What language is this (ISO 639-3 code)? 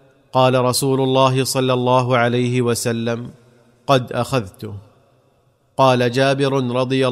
ara